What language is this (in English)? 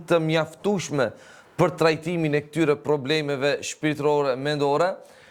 Albanian